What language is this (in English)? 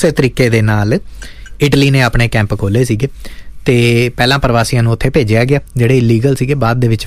Punjabi